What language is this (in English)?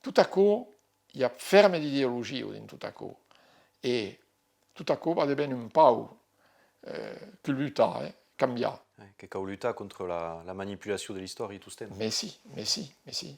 Occitan